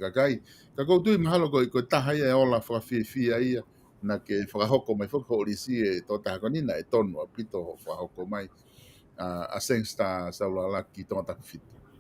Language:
Tongan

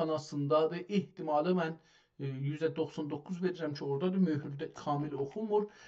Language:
South Azerbaijani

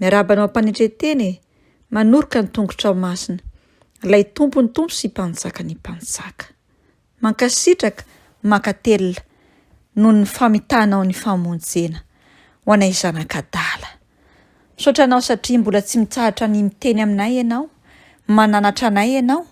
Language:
Malagasy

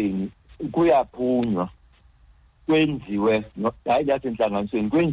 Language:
Xhosa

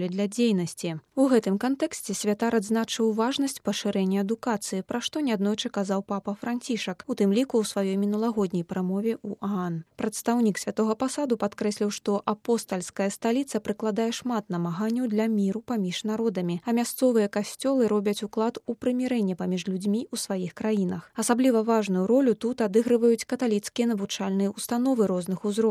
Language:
Belarusian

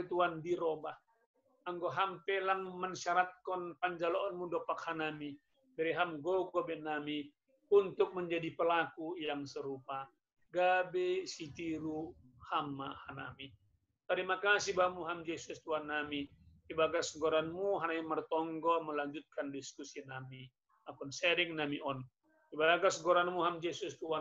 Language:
Batak Simalungun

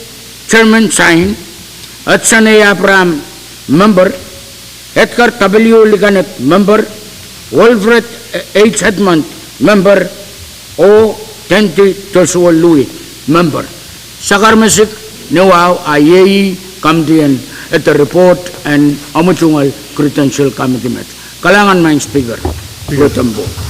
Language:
Pohnpeian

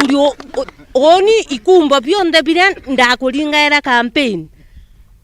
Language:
Meru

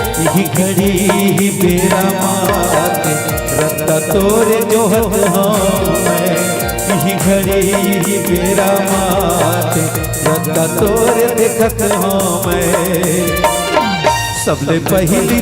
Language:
Chhattisgarhi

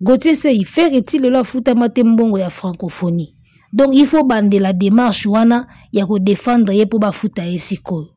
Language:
Lingala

